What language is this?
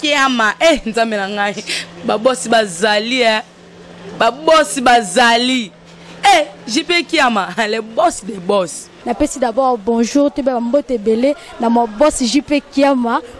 Lingala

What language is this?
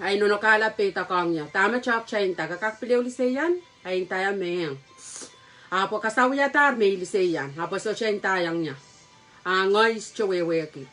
Pohnpeian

